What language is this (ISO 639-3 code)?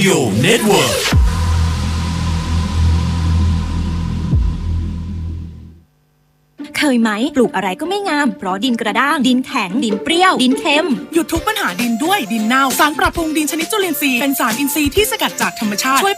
tha